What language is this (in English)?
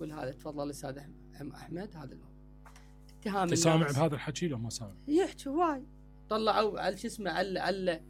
Mesopotamian Arabic